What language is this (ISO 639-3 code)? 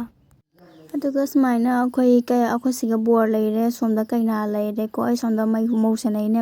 mni